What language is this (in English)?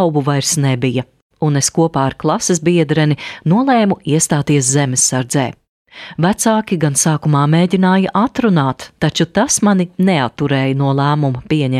Latvian